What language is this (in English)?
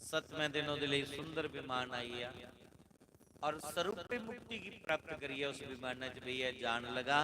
Dogri